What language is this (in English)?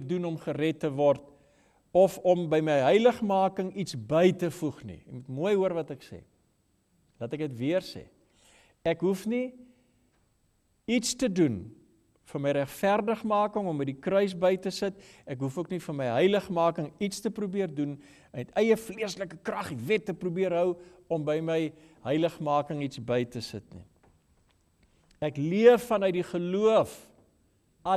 Afrikaans